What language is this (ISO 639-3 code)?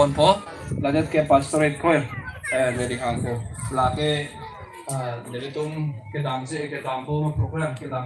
mjw